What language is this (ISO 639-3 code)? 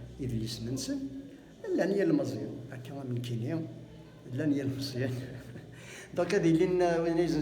kab